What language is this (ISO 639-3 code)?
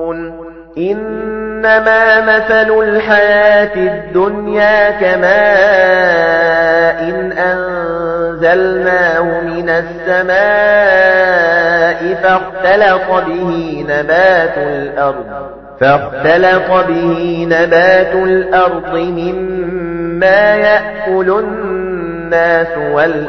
ara